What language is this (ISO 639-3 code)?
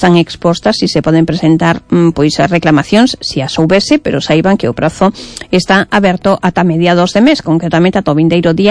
glg